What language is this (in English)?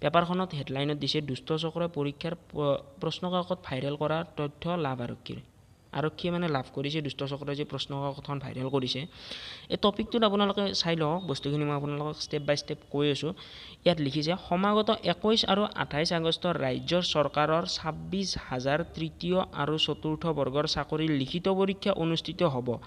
Assamese